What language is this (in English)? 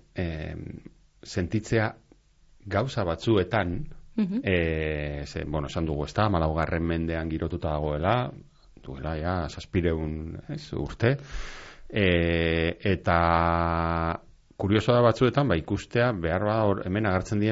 Basque